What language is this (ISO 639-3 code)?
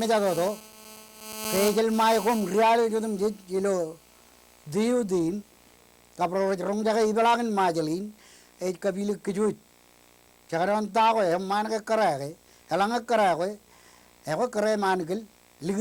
mah